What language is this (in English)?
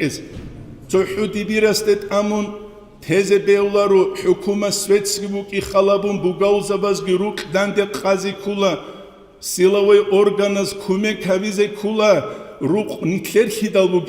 Avaric